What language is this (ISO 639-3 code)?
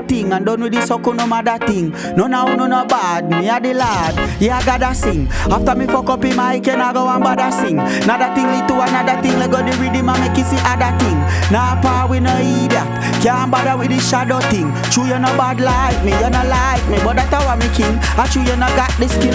jam